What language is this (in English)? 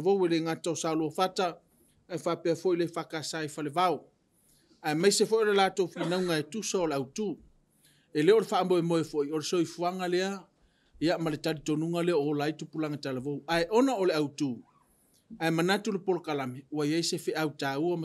Samoan